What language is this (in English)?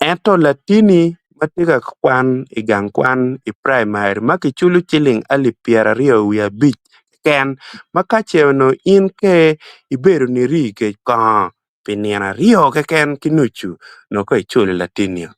Acoli